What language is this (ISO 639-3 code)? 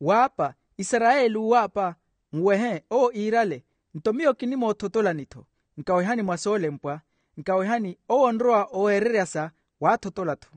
vmw